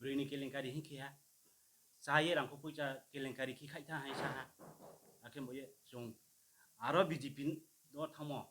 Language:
Riang (India)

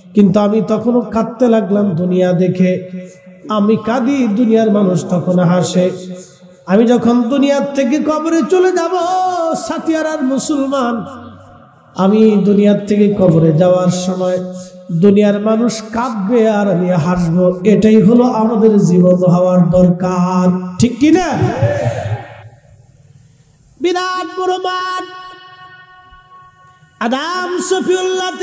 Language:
Bangla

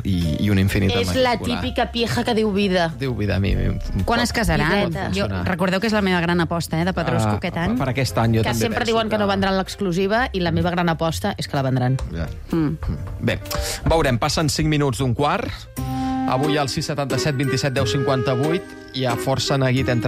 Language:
Catalan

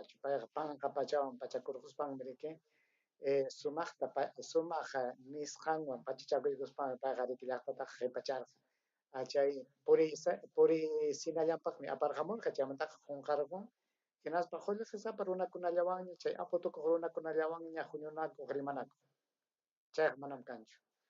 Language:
Ayacucho Quechua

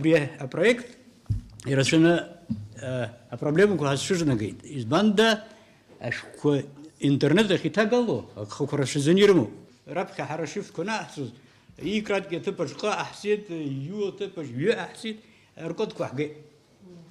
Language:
Abkhazian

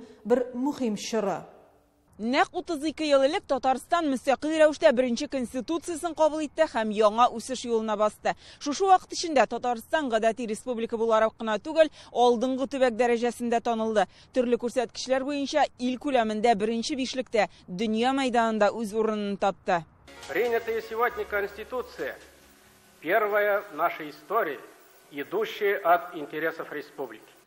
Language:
Tatar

